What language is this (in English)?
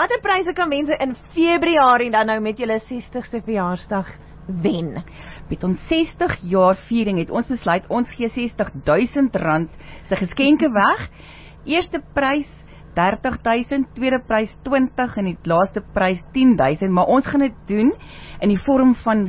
Afrikaans